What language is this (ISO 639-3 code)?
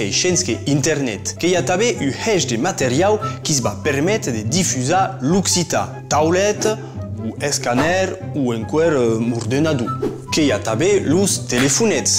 oci